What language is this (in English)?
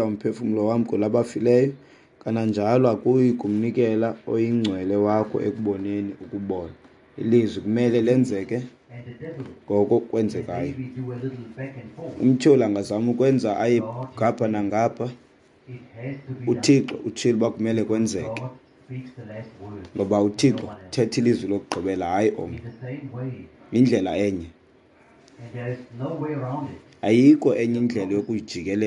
Xhosa